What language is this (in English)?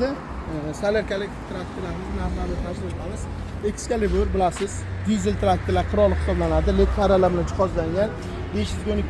Uzbek